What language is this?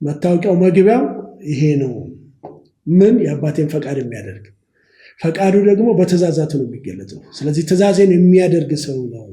Amharic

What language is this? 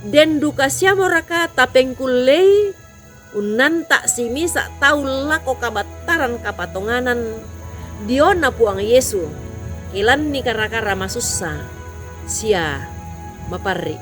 Toraja-Sa'dan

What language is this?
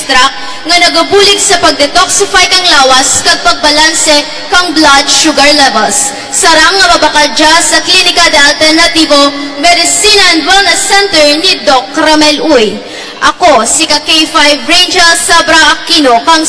Kinaray-a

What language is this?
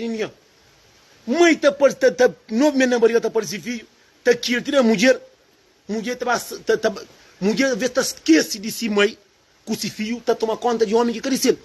Kabuverdianu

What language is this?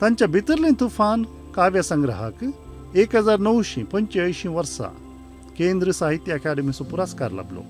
Konkani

